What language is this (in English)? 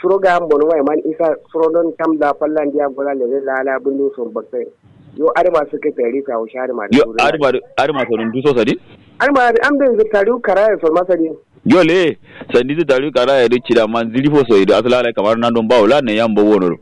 Kanuri